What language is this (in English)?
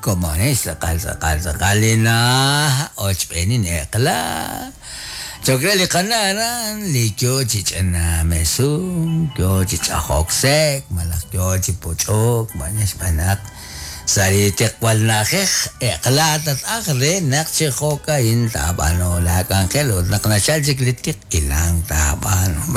Kekchí